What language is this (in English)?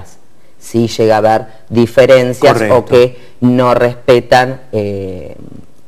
Spanish